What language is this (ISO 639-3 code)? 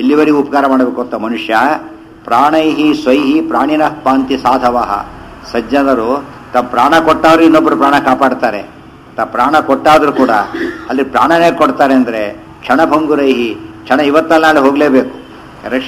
kan